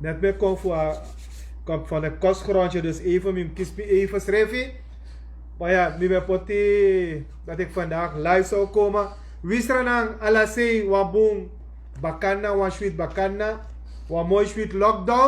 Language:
Sranan Tongo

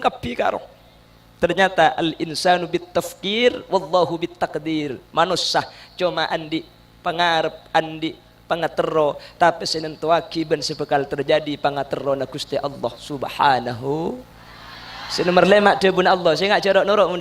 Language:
Madurese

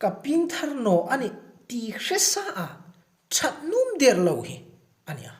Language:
Hmar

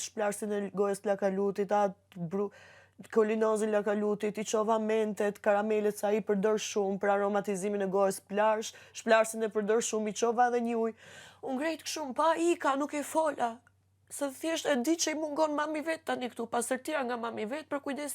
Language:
Albanian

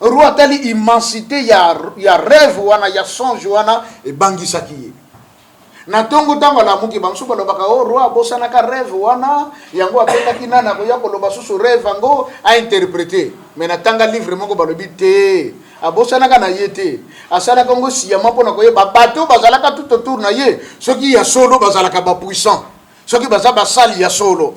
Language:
Lingala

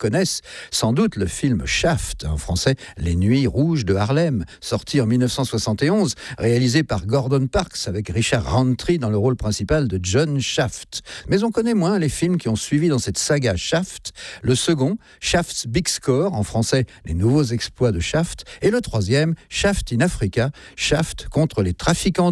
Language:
French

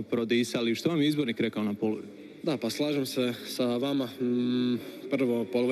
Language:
Croatian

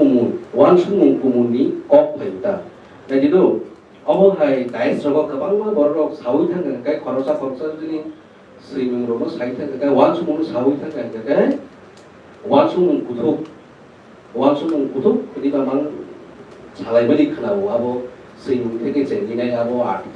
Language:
Kok Borok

